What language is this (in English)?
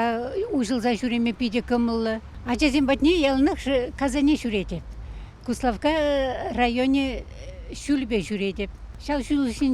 Chuvash